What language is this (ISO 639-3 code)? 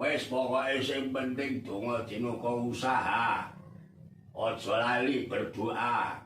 jav